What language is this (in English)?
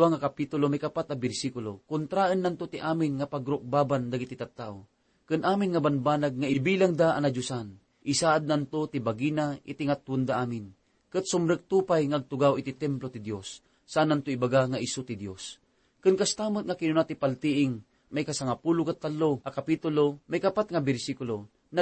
Iloko